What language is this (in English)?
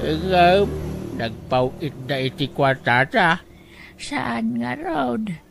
Iloko